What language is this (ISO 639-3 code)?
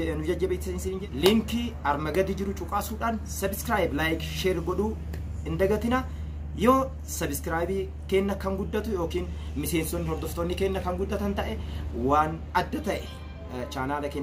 orm